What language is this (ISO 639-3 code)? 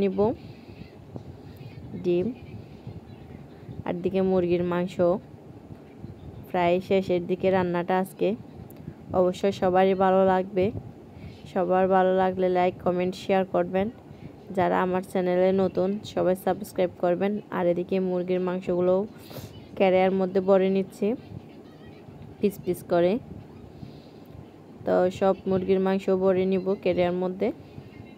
ben